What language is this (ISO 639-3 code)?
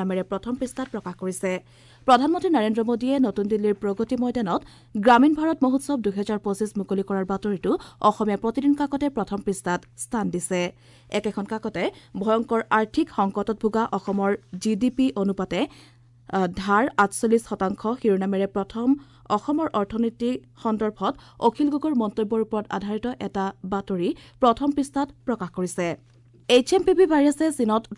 asm